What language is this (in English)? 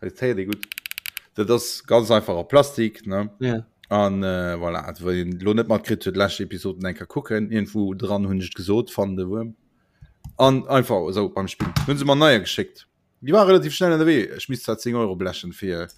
Luxembourgish